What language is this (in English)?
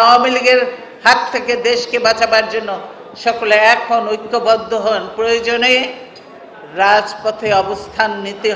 Bangla